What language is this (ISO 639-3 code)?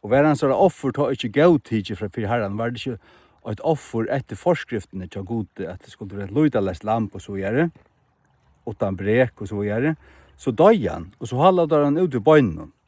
fao